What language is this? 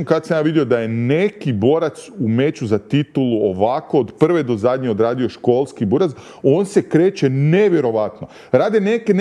Croatian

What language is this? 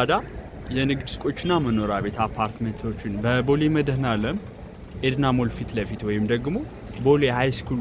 Amharic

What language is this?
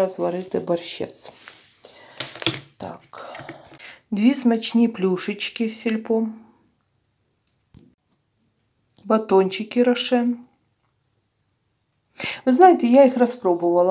Ukrainian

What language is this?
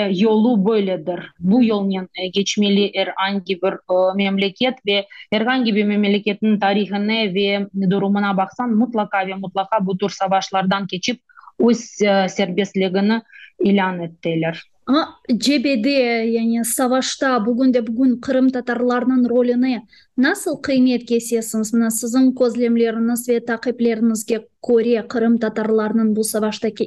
Crimean Tatar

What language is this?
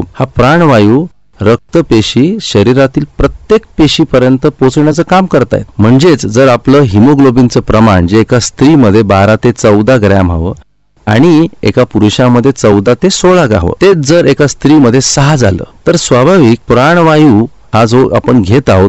Marathi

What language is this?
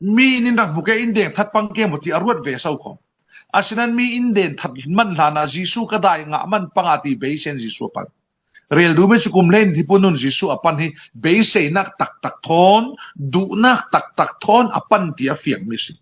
Falam Chin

